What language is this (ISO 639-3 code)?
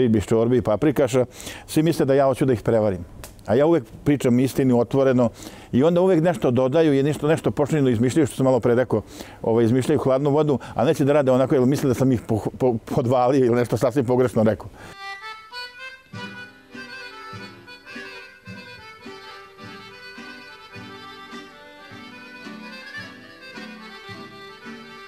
srp